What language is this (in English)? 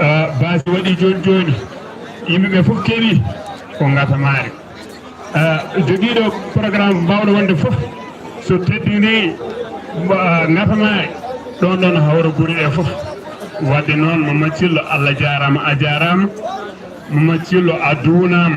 Fula